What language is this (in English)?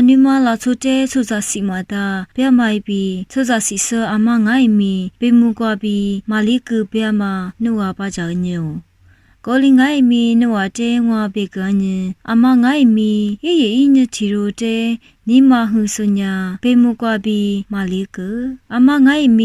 Lisu